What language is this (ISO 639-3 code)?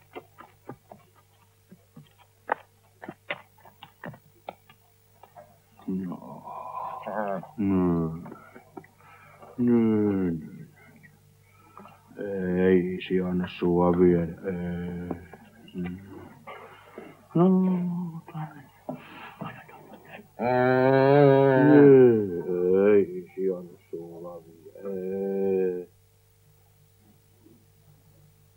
fin